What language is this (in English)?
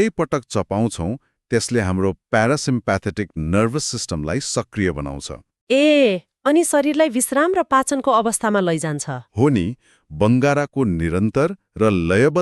Nepali